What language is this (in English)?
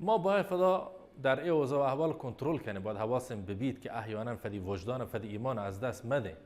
Baluchi